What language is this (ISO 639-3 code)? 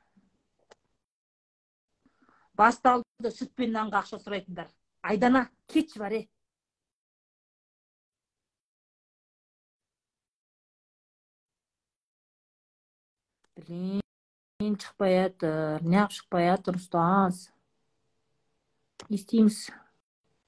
kaz